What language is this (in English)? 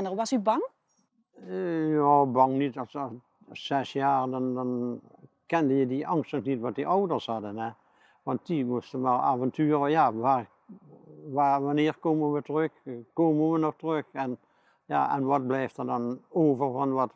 Limburgish